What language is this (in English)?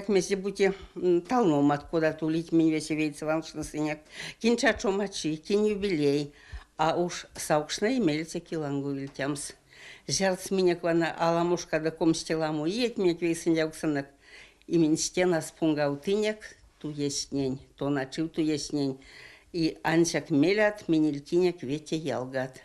Erzya